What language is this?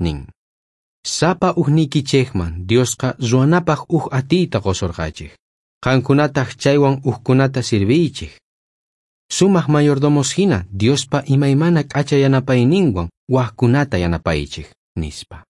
South Bolivian Quechua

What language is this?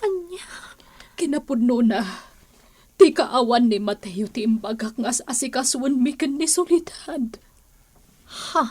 Iloko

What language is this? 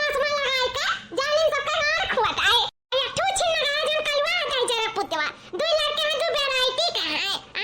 Awadhi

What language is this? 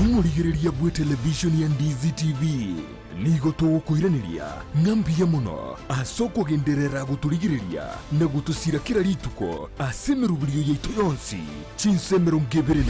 Gusii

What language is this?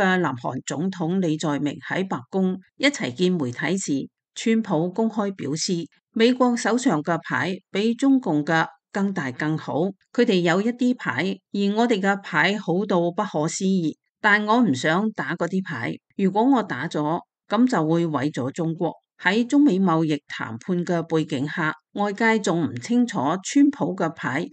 Cantonese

